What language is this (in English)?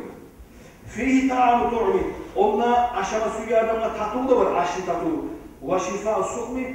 Kumyk